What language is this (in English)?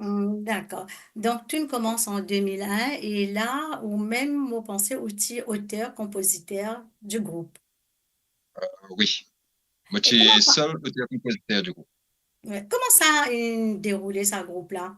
Morisyen